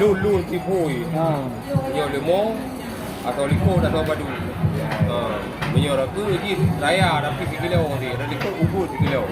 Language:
Achinese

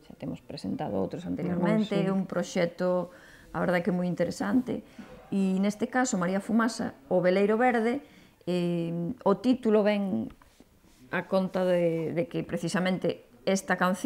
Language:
Galician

